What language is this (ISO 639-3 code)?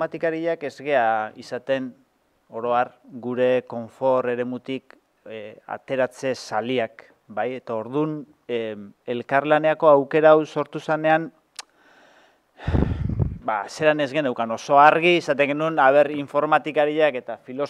eus